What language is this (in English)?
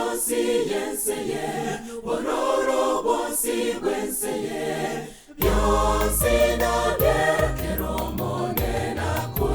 Gusii